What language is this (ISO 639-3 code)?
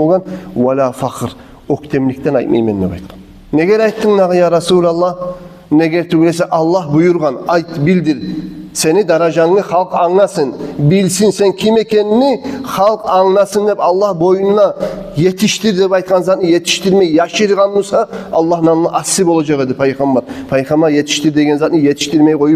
kum